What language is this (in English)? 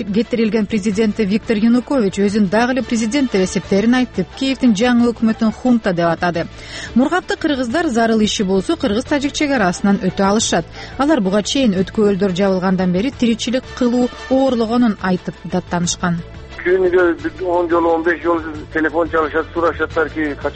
Kyrgyz